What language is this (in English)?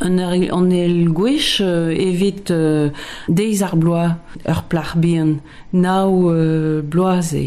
Breton